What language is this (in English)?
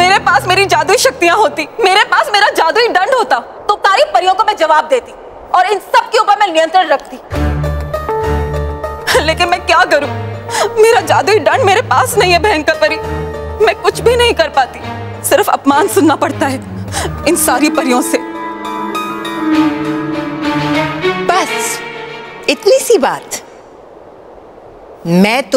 Hindi